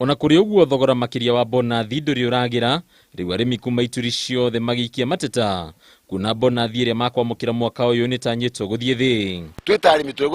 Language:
Kikuyu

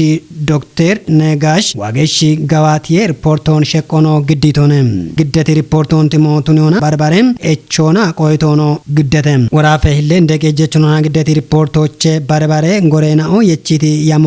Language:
Kafa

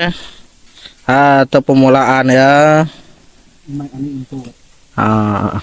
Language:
Iban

